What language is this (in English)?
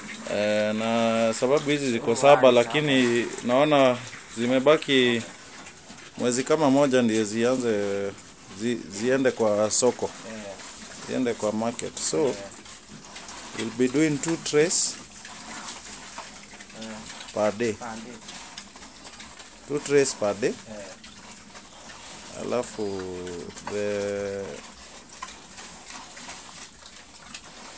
Swahili